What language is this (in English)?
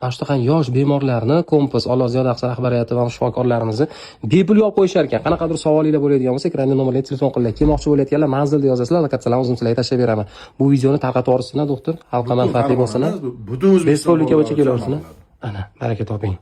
Uzbek